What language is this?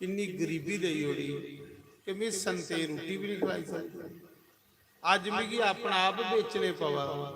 Dogri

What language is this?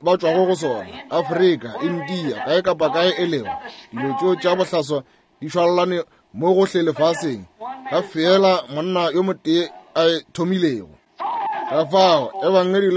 Northern Sotho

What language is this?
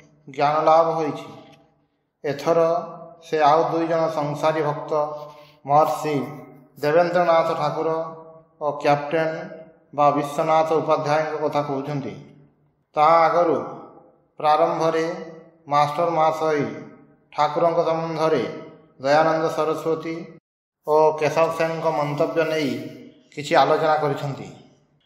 Odia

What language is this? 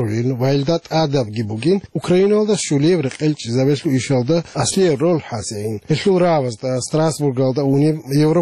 Avaric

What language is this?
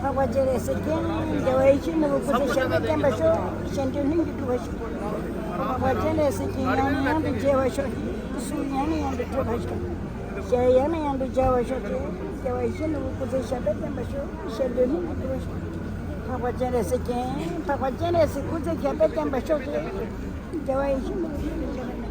Tibetan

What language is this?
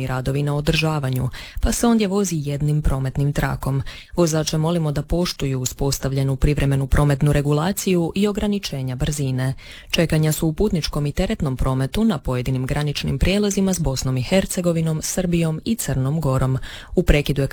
Croatian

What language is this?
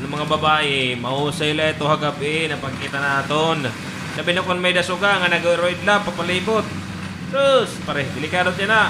Waray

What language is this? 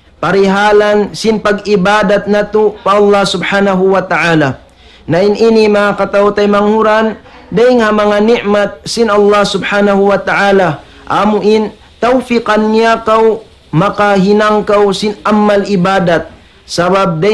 Tausug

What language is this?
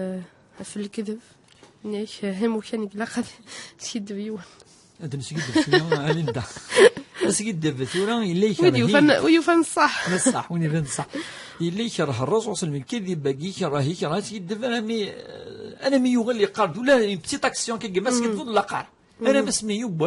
Kabyle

